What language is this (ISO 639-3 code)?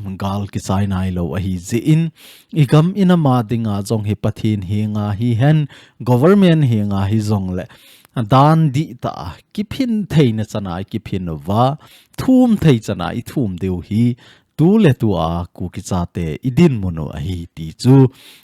tcz